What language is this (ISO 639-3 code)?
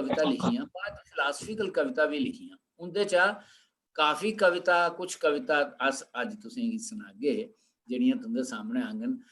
doi